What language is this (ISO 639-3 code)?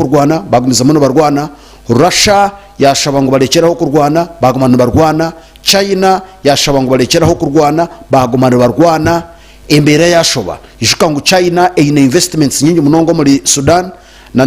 nyn